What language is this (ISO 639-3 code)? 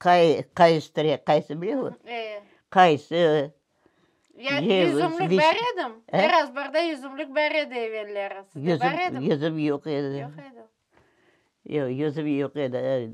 crh